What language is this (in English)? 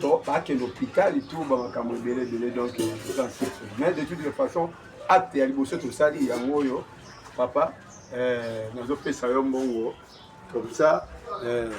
Lingala